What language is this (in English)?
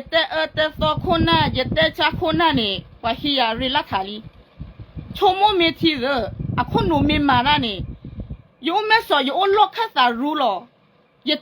S'gaw Karen